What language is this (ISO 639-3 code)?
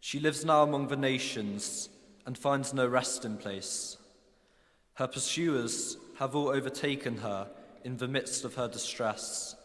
cym